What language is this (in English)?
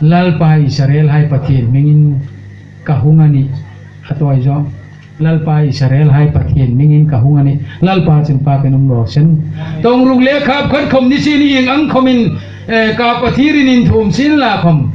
Hmar